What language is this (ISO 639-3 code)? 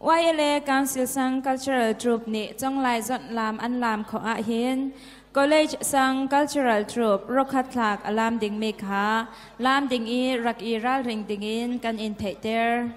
cnh